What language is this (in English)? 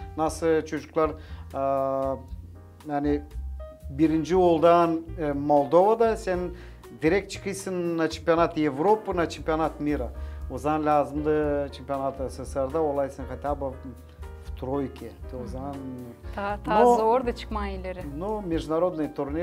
Gagauz